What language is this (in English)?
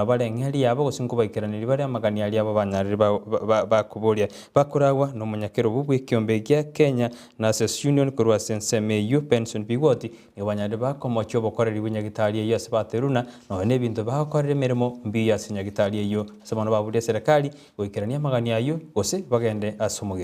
Gusii